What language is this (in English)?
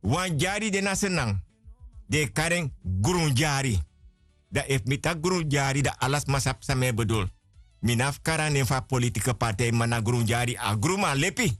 Sranan Tongo